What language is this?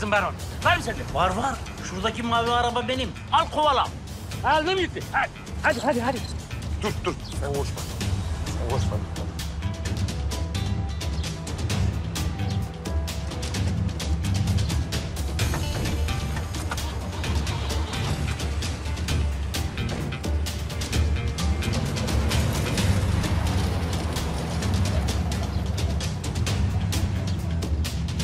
Turkish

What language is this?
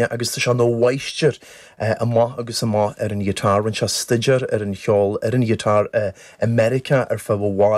Irish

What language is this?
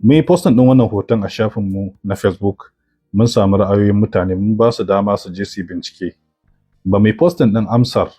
Hausa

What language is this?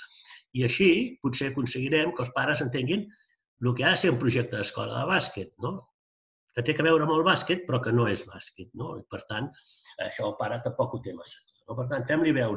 Catalan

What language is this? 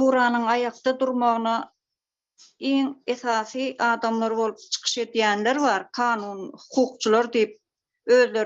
Turkmen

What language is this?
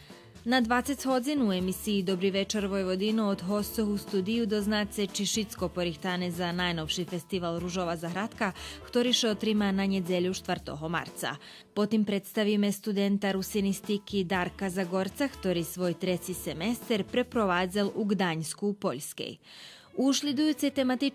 Rusyn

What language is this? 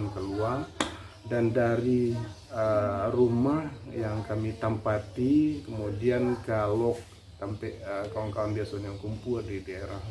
Minangkabau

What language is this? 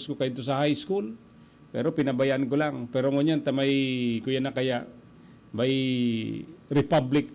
Bikol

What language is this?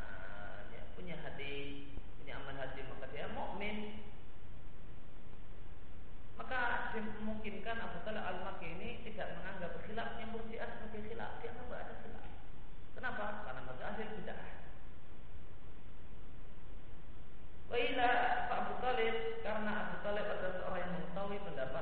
Indonesian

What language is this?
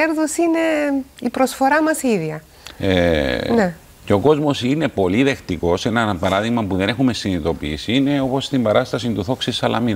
Greek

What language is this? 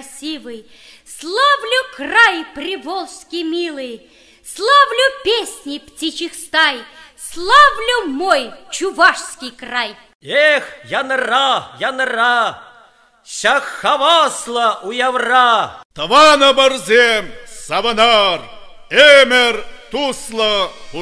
Chuvash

